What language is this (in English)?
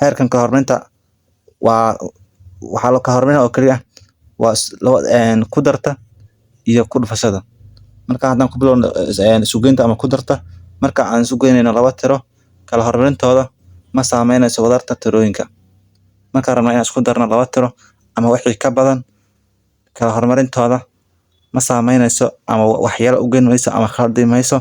Somali